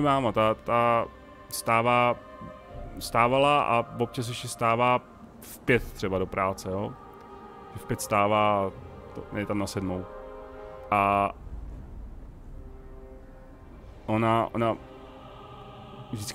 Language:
Czech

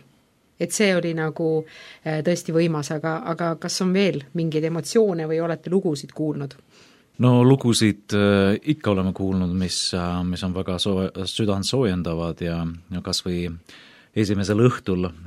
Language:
Estonian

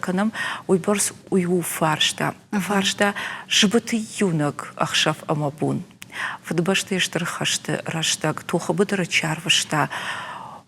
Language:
Ossetic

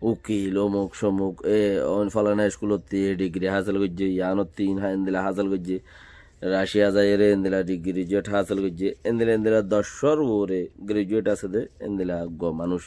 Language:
Rohingya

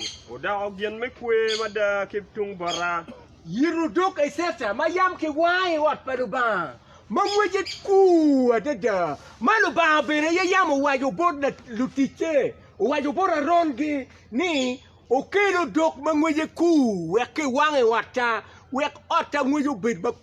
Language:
Acoli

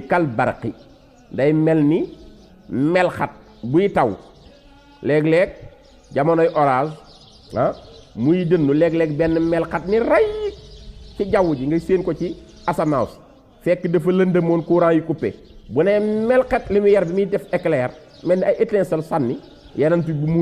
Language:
Wolof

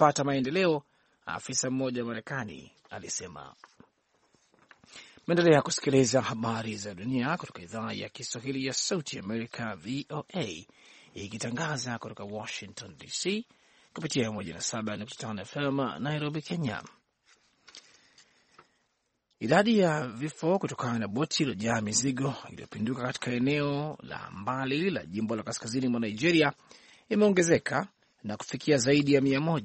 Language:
Swahili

